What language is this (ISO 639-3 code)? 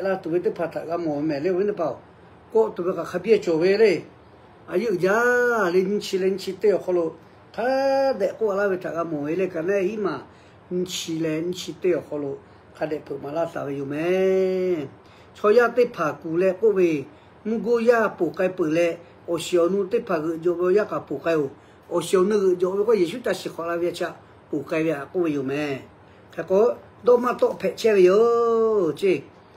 lhu